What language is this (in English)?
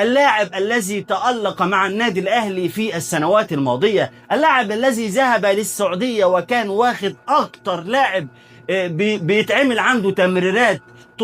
Egyptian Arabic